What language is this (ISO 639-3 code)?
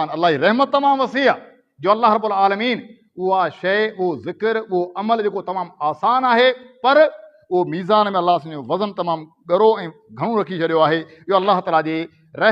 snd